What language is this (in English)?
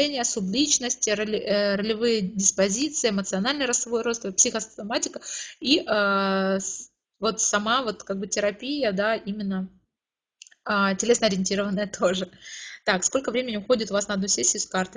Russian